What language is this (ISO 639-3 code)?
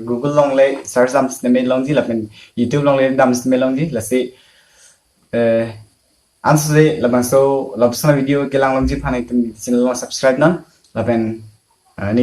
mjw